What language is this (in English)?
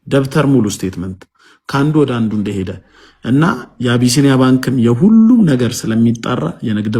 Amharic